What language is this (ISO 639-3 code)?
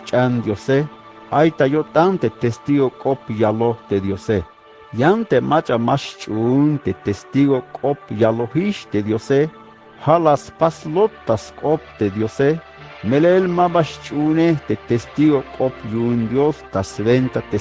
tzh